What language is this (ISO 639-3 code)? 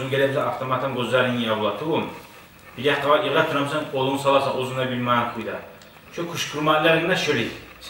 kum